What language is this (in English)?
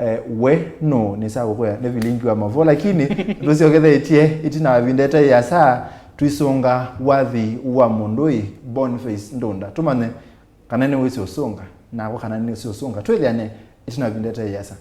Kamba